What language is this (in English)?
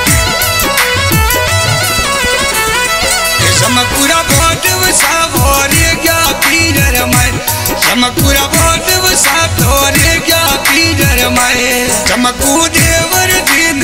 Bhojpuri